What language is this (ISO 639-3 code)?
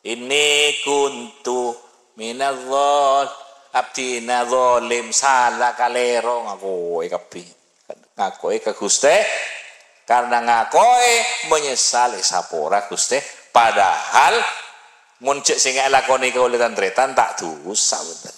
mad